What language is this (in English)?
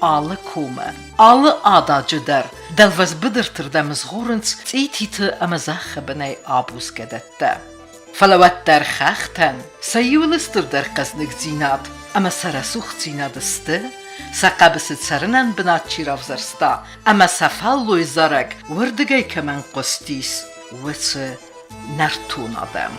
Ossetic